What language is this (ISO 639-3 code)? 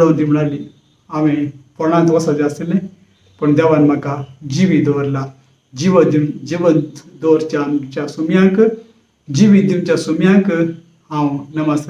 kok